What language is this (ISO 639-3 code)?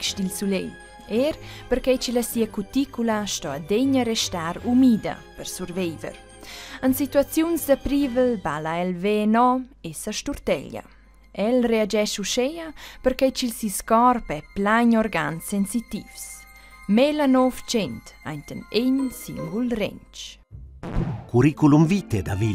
roh